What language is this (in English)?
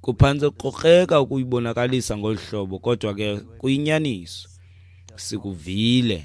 Xhosa